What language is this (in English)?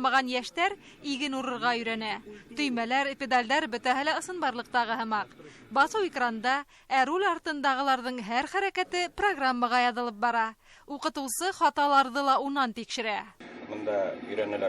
Bashkir